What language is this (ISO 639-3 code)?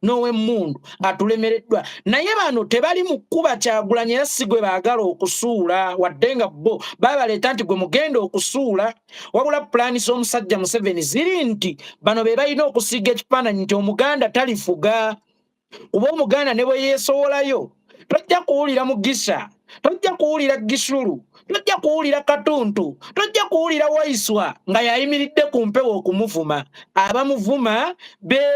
lug